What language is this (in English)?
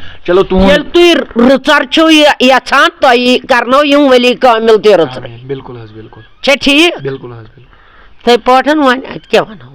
Kashmiri